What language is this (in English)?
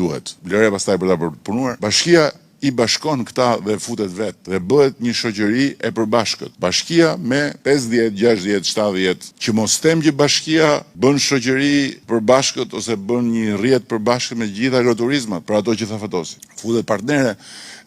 Albanian